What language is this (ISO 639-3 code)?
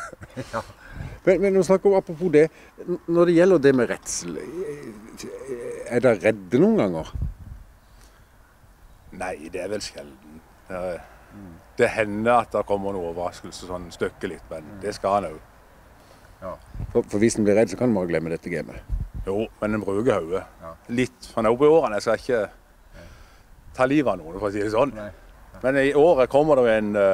nor